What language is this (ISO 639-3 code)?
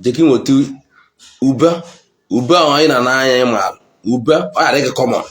ibo